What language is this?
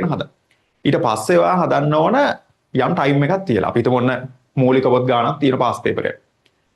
Sinhala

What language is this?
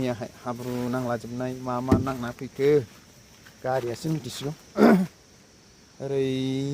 Bodo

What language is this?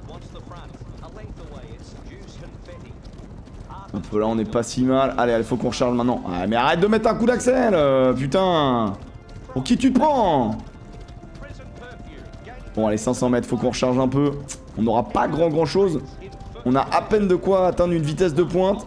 French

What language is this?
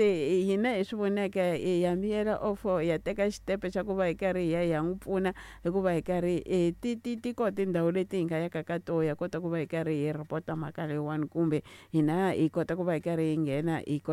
Tsonga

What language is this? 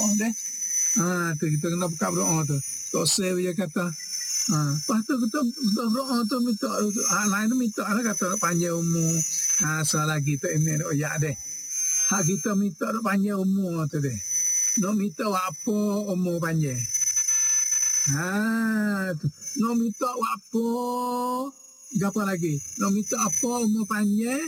Malay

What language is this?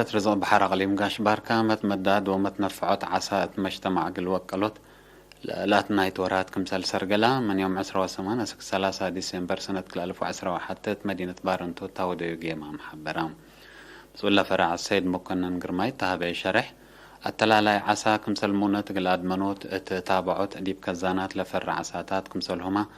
Tigre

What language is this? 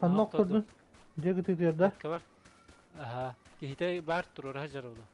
Yakut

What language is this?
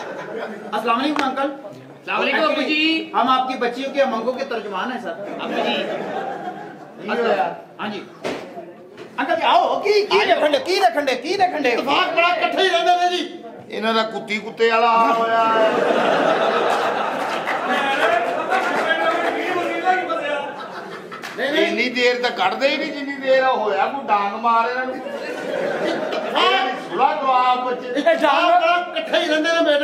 Punjabi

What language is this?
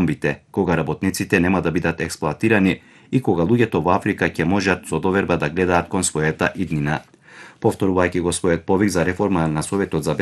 Macedonian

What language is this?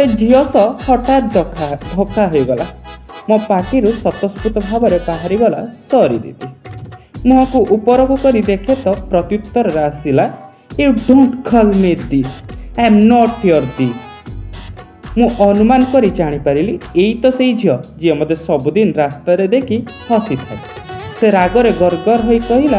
Odia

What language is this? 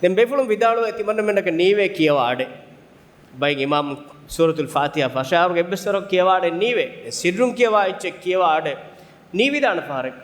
Divehi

